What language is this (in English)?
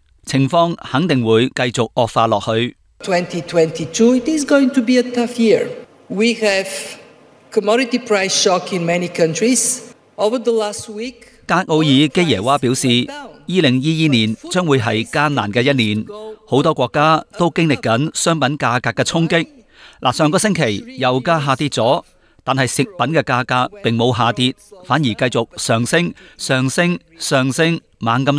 Cantonese